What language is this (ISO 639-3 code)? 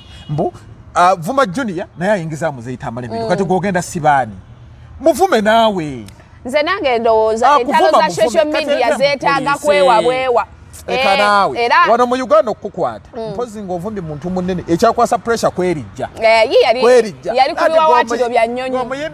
lug